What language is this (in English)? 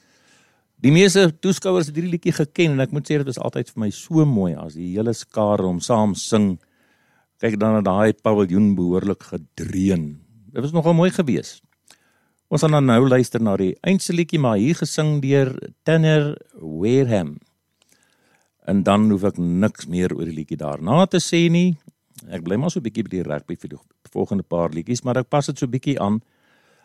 Afrikaans